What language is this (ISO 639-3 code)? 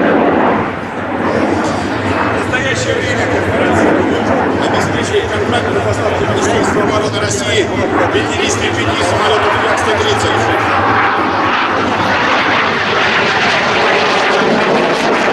rus